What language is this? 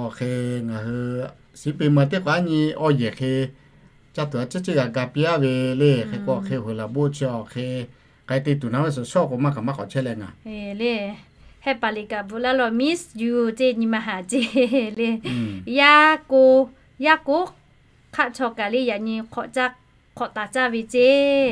Lahu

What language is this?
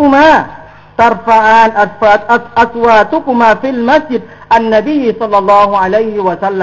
Thai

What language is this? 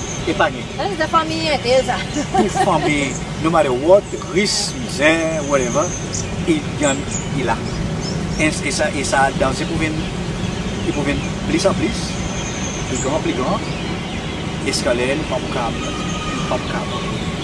Seselwa Creole French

